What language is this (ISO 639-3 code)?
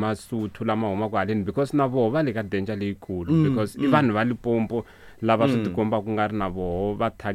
tso